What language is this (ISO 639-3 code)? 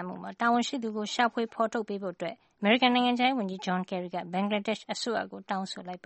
mya